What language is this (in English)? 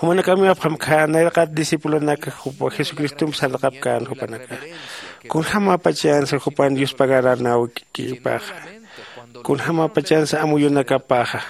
Aymara